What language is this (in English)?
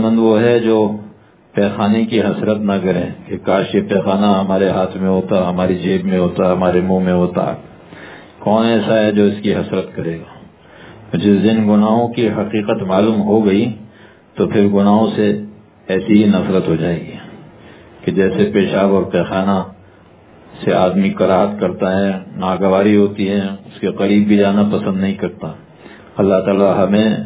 Urdu